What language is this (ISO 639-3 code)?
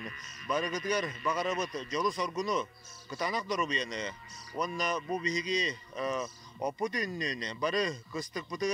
sah